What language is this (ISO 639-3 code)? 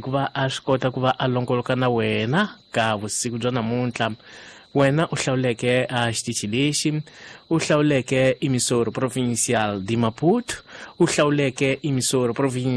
tso